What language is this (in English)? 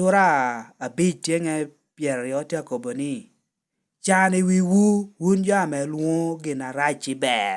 Lango (Uganda)